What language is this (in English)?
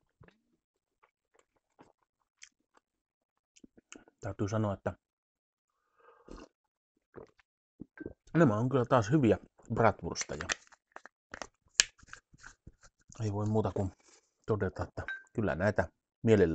Finnish